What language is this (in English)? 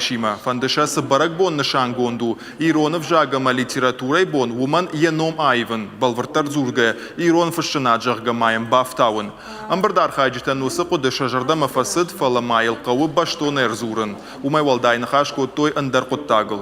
Ossetic